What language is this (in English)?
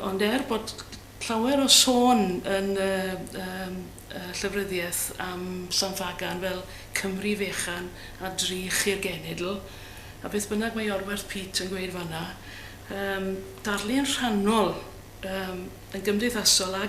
Welsh